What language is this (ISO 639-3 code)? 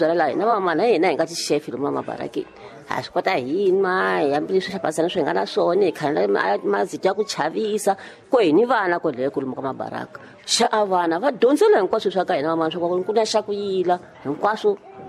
tso